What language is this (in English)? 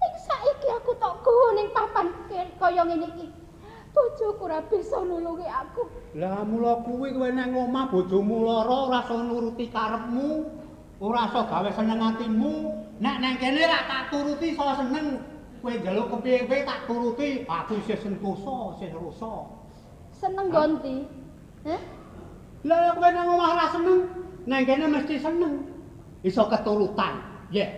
Javanese